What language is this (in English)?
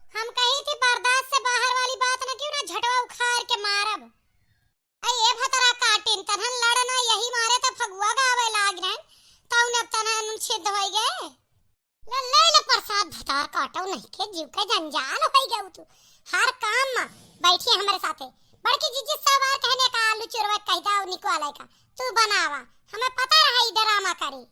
Awadhi